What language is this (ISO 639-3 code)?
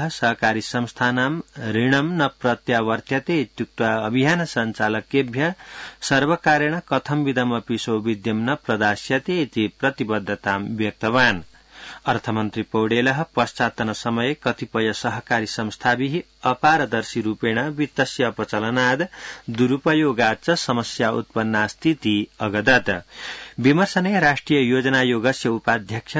san